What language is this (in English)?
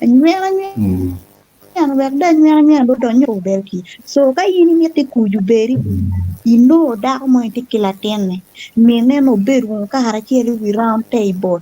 Acoli